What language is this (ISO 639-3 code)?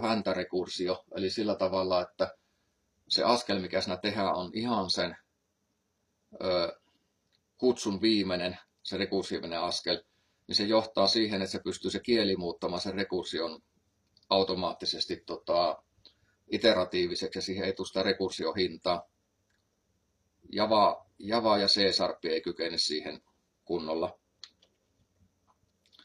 fin